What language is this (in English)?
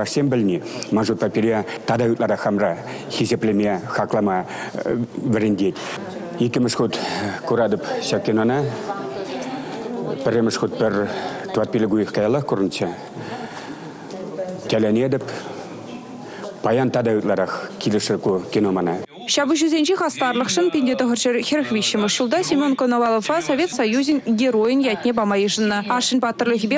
Chuvash